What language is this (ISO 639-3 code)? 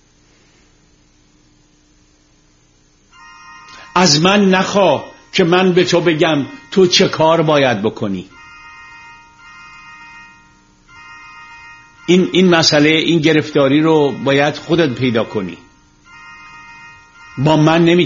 fas